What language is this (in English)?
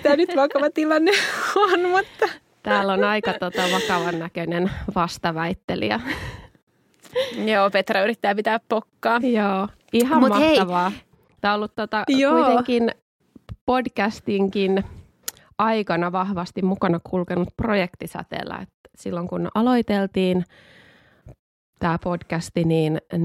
Finnish